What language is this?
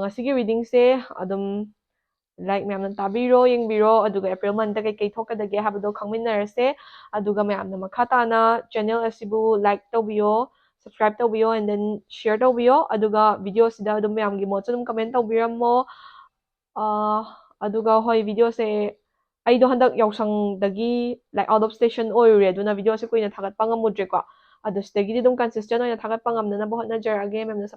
Manipuri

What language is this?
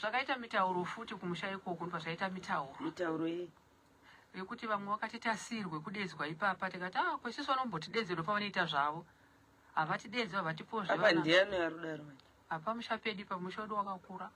Shona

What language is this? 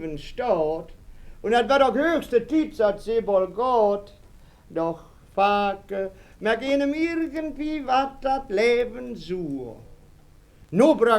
Westphalien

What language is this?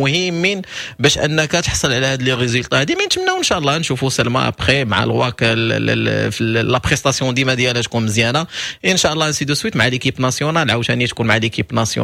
Moroccan Arabic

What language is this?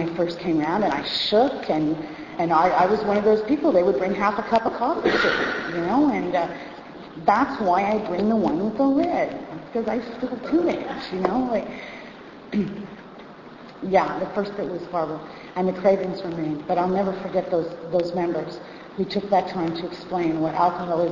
English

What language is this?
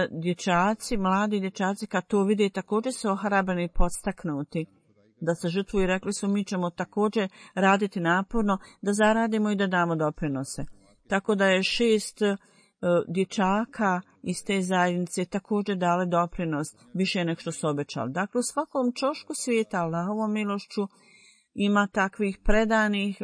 Bosnian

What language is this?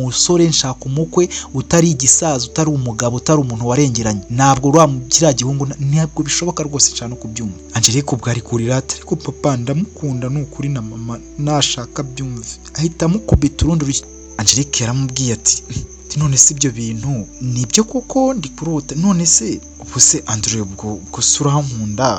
Kinyarwanda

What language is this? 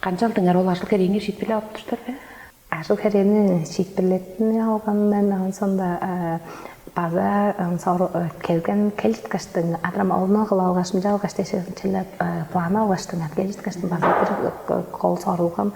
Tuvinian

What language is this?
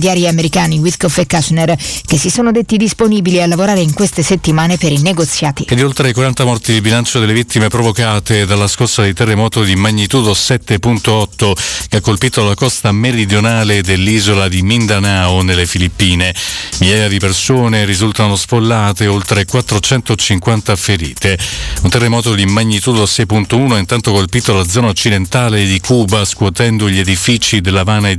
Italian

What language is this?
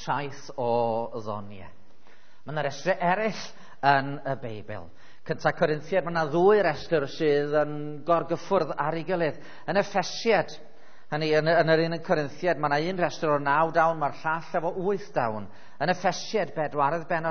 Welsh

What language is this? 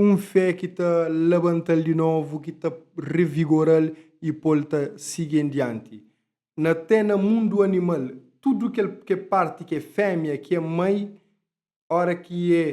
Kabuverdianu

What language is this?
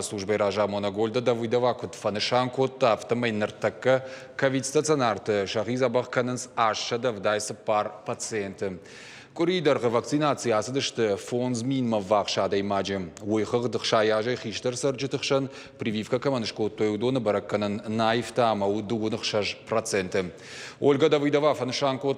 Ossetic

